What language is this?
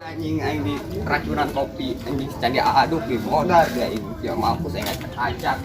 Sundanese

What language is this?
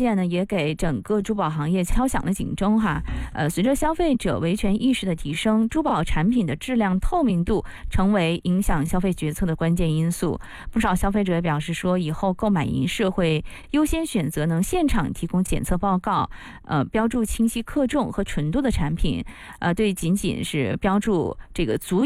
Chinese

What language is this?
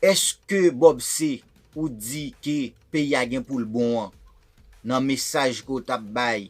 Haitian Creole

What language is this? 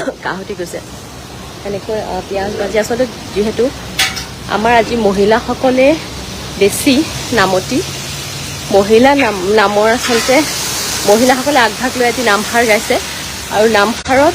Assamese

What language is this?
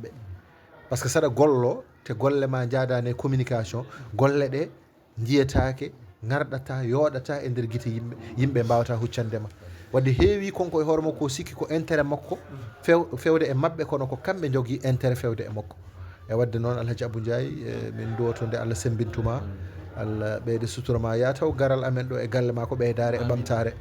Fula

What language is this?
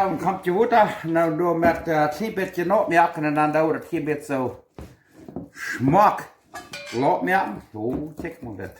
Plautdietsch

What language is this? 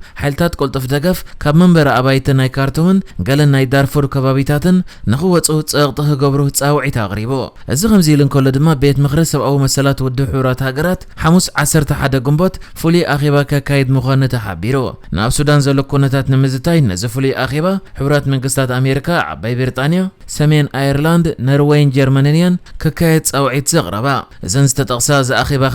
Tigrinya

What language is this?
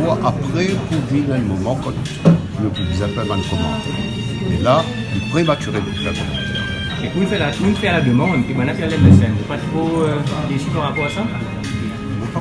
Morisyen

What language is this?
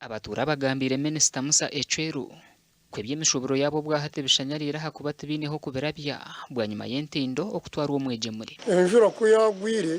Nyankole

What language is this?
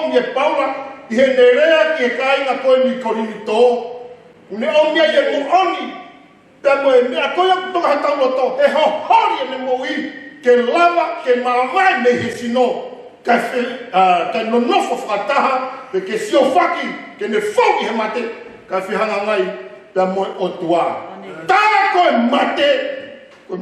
Tongan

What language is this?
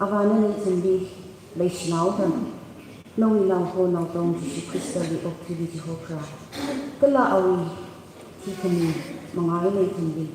Tangkhul Naga (India)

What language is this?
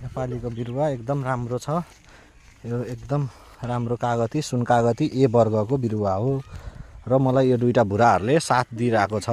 Nepali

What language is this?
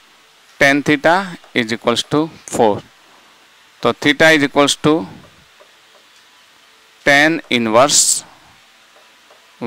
Gujarati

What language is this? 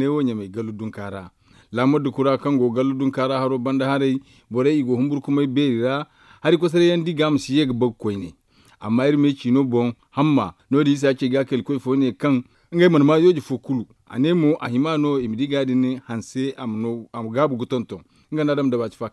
Zarma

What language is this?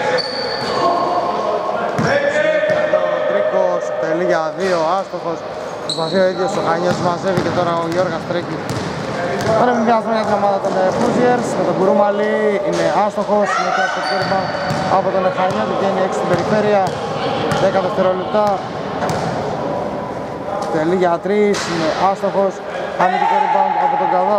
Greek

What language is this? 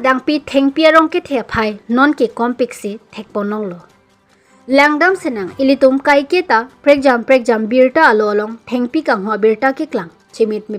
Karbi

